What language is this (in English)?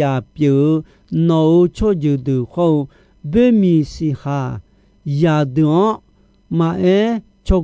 Akha